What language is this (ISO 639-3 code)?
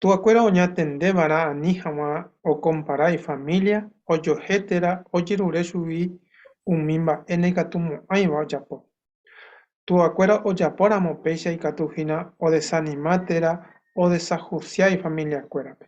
grn